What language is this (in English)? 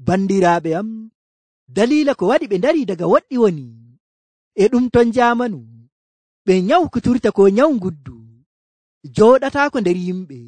Nigerian Fulfulde